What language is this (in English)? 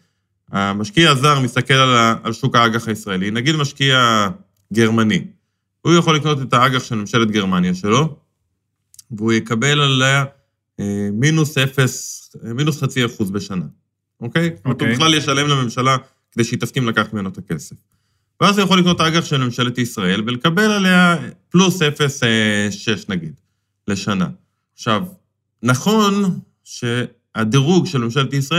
Hebrew